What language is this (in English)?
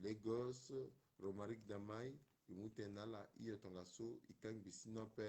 Sango